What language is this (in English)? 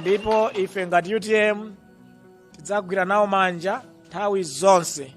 Nyanja